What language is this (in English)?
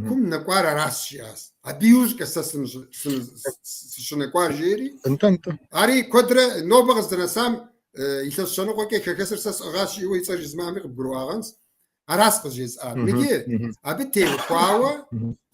Kabardian